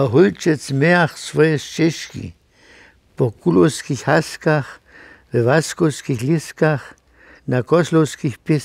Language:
Upper Sorbian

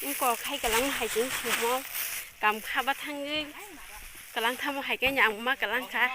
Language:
Kok Borok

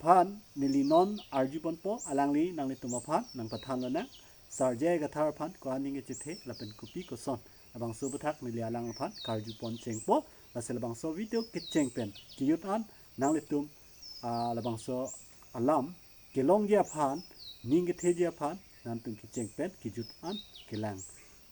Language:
Karbi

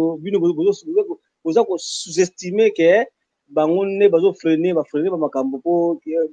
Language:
Lingala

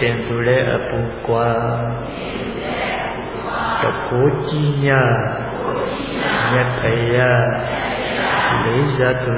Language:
Burmese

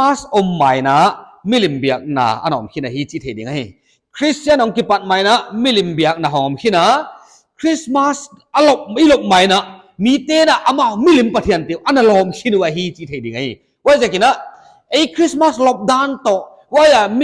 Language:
Paite Chin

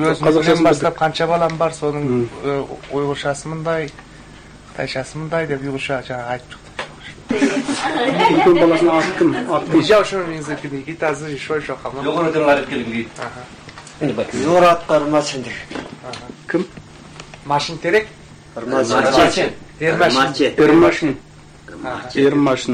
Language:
Kazakh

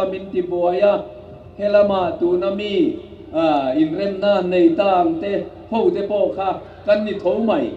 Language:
Hmar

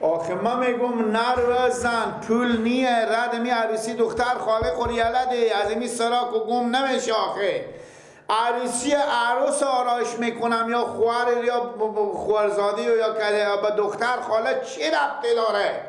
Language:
Persian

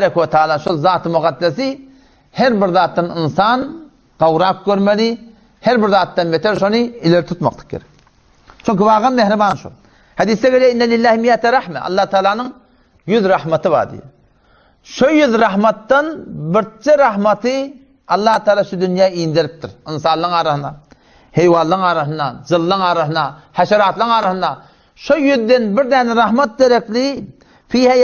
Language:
Turkmen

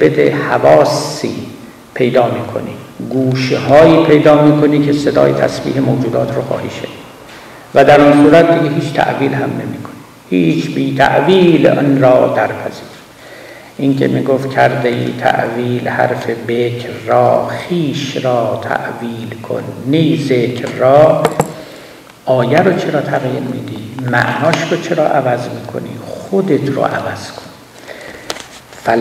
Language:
Persian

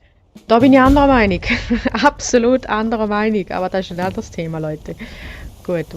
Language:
Swiss German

